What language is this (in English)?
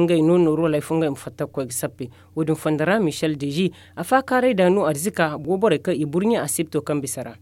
Zarma